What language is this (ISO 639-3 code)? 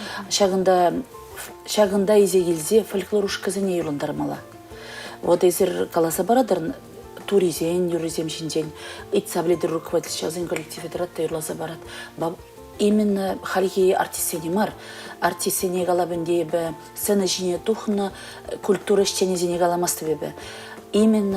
chv